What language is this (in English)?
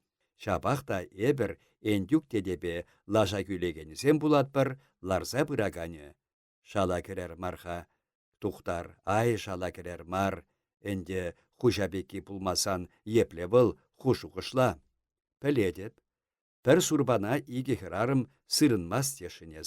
Chuvash